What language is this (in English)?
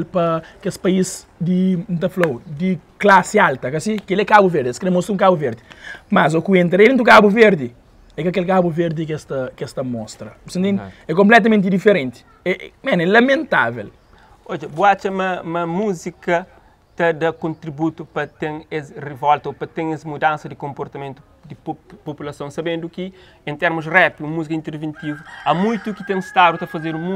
Kabuverdianu